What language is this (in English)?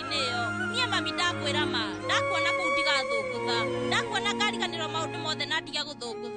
Kikuyu